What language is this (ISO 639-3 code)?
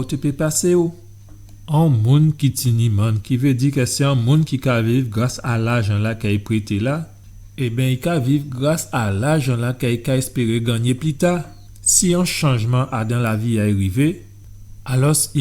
gcf